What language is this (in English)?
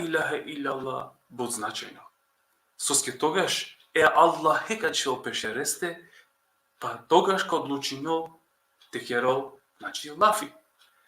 Balkan Romani